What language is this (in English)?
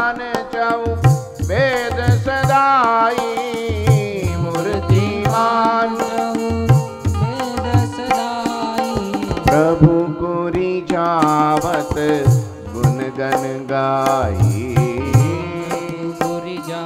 Gujarati